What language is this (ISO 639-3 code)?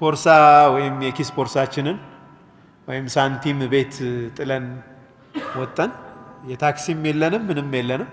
amh